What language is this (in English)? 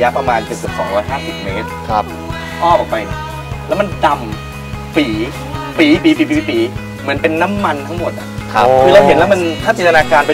Thai